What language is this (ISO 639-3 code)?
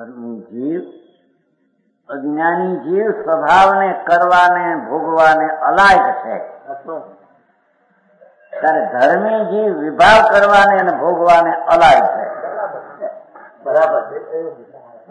guj